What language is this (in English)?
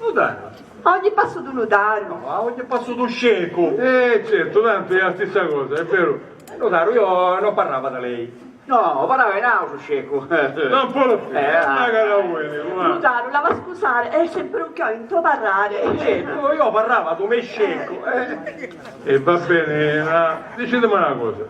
Sicilian